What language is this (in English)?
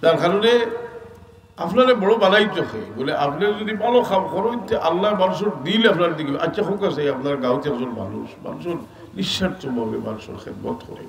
Sylheti